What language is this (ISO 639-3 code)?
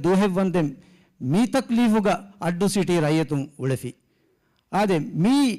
div